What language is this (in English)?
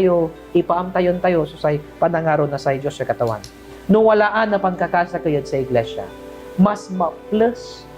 Pangasinan